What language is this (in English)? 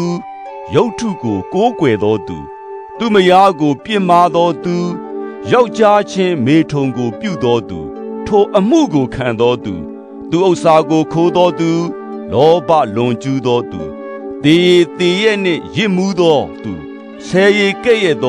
Burmese